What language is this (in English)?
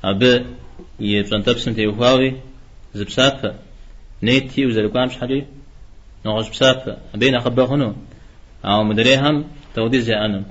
Kabardian